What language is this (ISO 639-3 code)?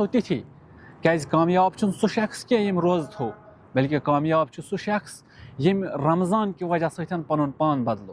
kas